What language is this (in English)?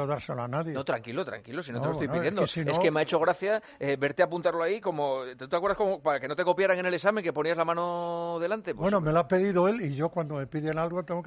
Spanish